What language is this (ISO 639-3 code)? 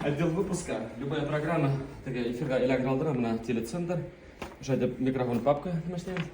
bak